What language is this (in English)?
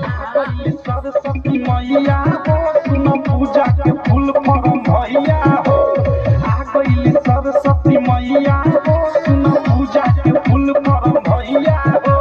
Maithili